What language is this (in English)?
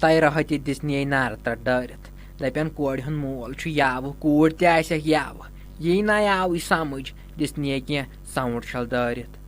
Kashmiri